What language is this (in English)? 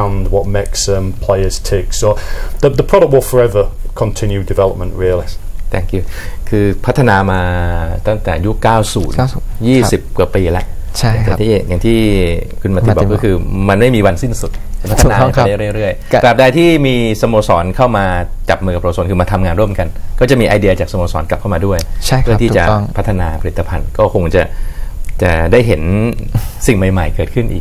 Thai